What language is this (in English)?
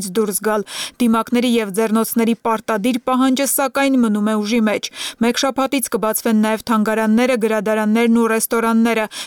Armenian